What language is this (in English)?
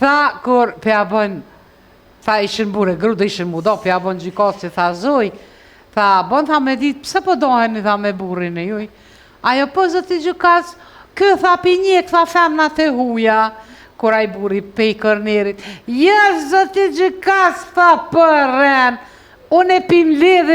Albanian